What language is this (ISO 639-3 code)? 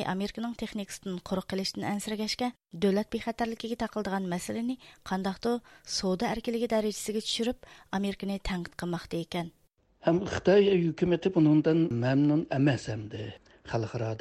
uig